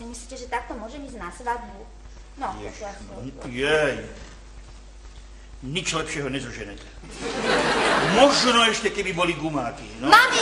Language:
Slovak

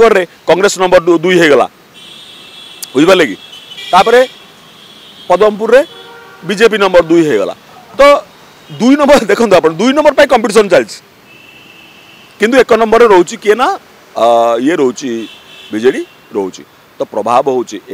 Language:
Odia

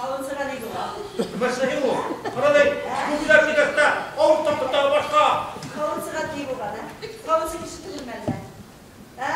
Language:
Bashkir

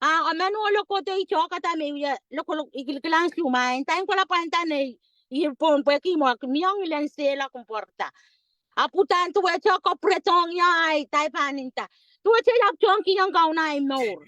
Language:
Pohnpeian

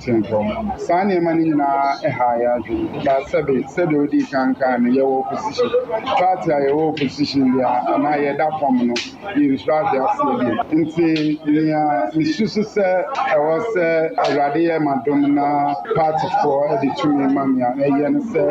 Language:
Akan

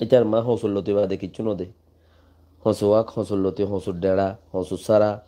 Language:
Rohingya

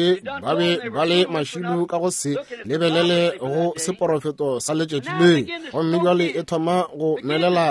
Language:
Northern Sotho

